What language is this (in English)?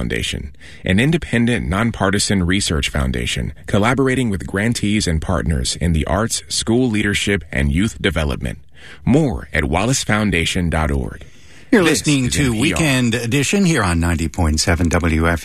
English